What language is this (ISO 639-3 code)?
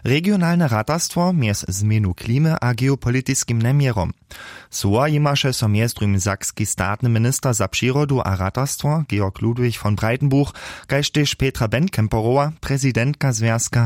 hsb